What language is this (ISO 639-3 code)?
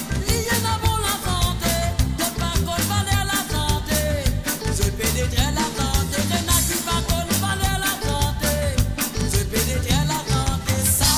mfe